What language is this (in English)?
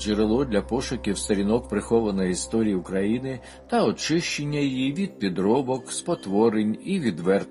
Ukrainian